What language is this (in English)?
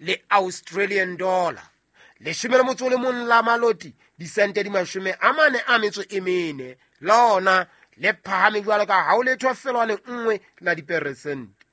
Southern Sotho